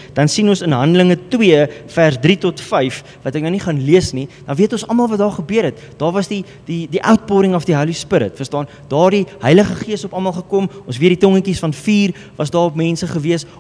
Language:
Afrikaans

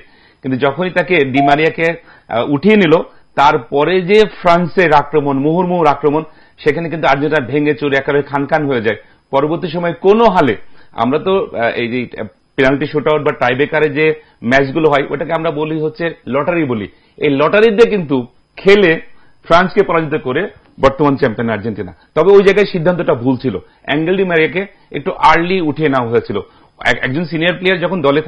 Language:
Bangla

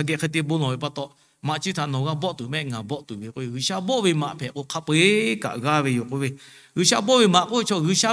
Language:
Lahu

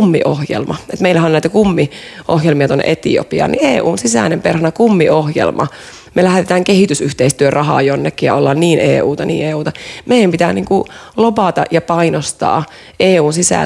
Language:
Finnish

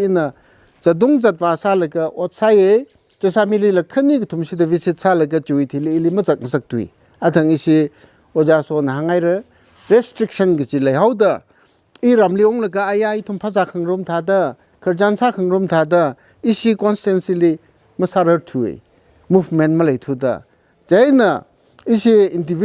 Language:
Tangkhul Naga (India)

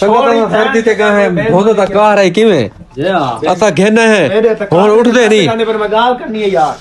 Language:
Saraiki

